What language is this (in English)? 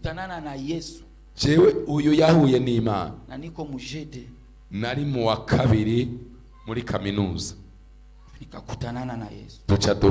Rundi